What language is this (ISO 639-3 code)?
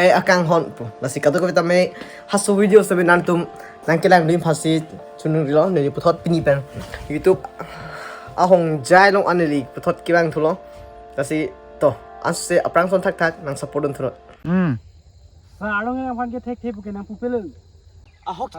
mjw